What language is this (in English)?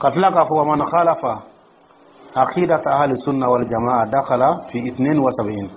Dyula